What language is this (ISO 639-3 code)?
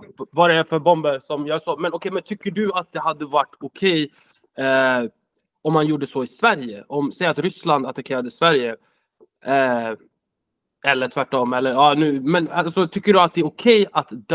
swe